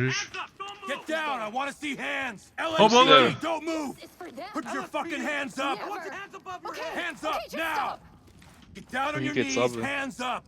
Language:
Swiss German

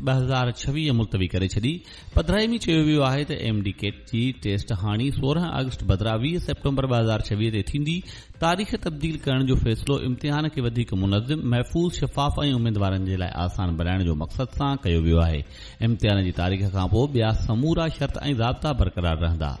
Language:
Sindhi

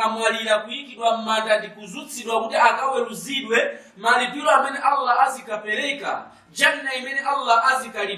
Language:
Nyanja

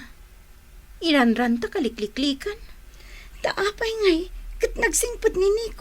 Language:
Iloko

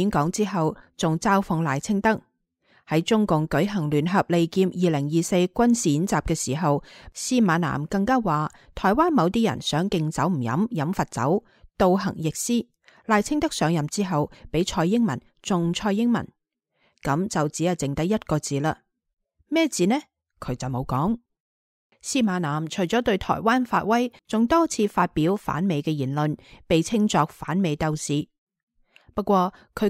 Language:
Cantonese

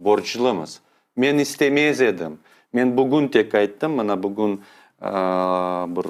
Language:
Crimean Tatar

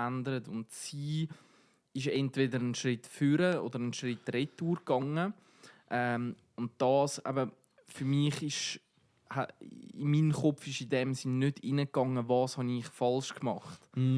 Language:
Swiss German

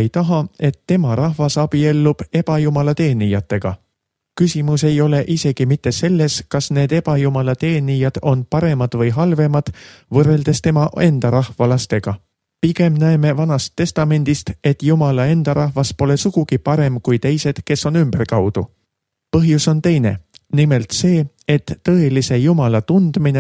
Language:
Estonian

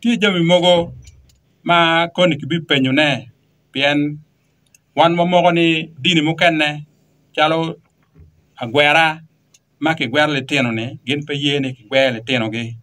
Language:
Acoli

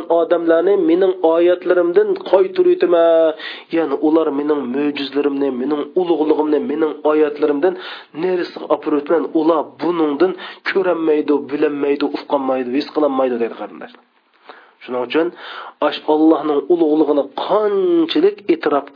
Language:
Uyghur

